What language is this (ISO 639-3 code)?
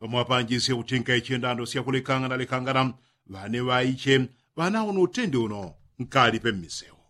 yao